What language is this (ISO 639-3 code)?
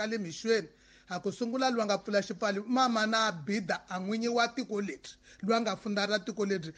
tso